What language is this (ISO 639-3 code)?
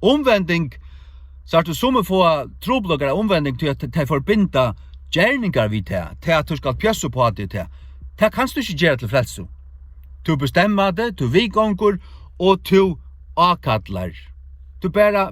fao